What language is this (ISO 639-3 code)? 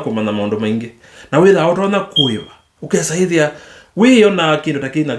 kam